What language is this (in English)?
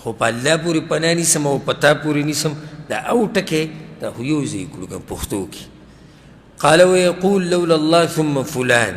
Pashto